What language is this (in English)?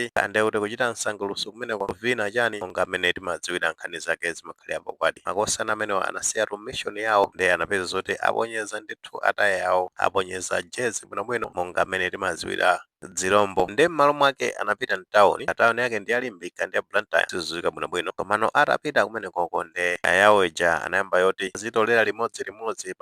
Nyanja